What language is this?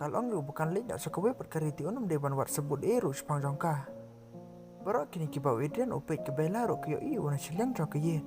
Khasi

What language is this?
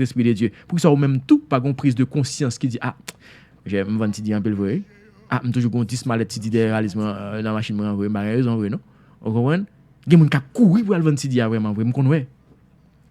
Haitian Creole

